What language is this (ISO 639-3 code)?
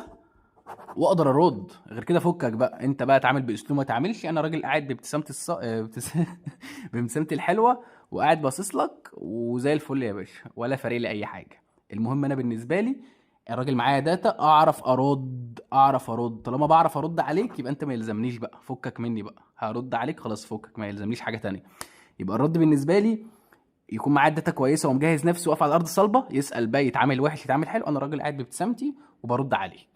arz